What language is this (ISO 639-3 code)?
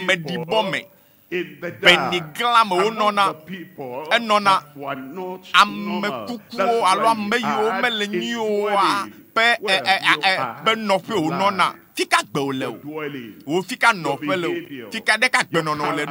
ewe